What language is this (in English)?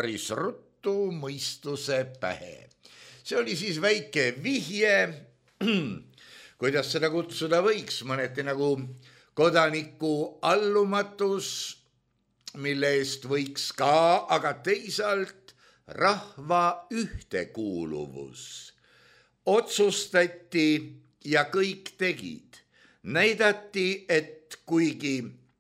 Estonian